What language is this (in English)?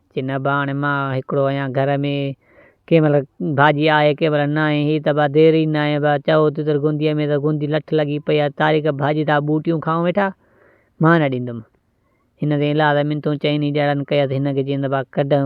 Sindhi